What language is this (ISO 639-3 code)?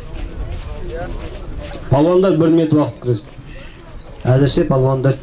kaz